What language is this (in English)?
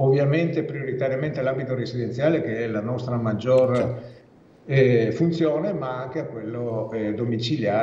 Italian